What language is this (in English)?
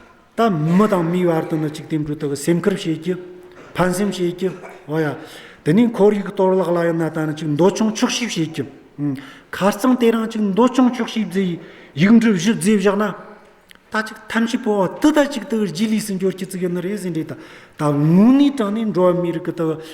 Amdo Tibetan